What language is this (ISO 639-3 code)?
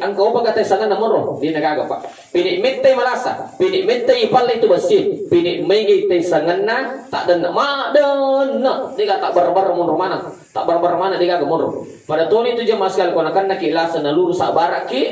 bug